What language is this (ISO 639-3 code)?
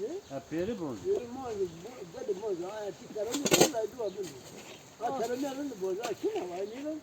zza